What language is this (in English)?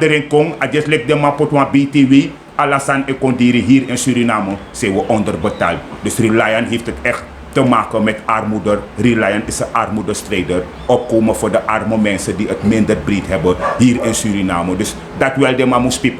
Sranan Tongo